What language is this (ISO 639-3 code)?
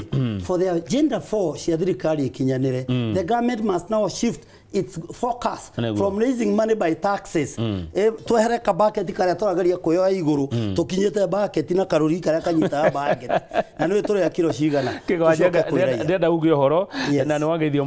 kik